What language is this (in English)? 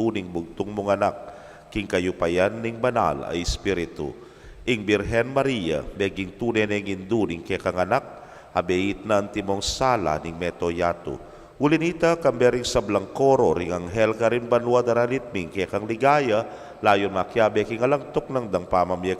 Pampanga